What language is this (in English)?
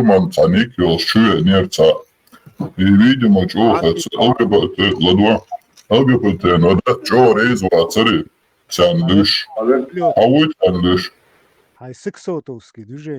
Chechen